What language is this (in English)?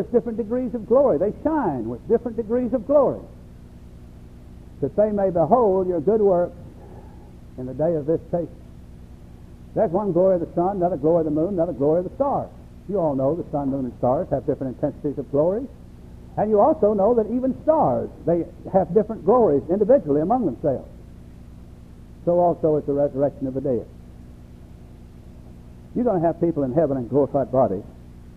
English